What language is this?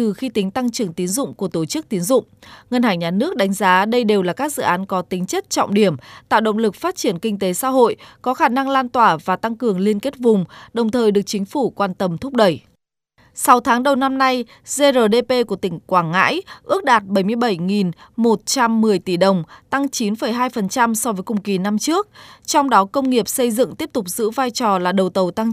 Vietnamese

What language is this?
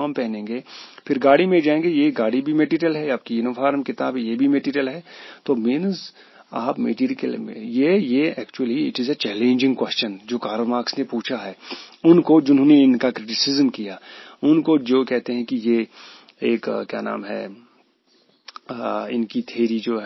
Hindi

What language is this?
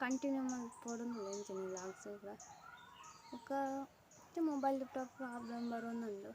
Tulu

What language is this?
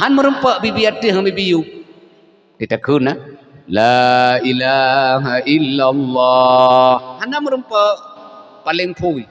Achinese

